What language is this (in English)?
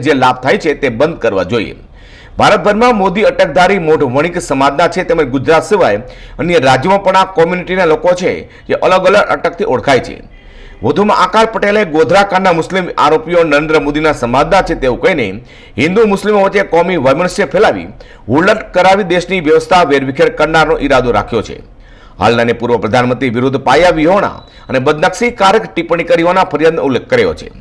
Gujarati